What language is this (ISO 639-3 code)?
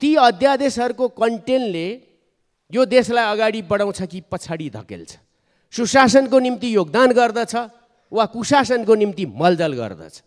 nep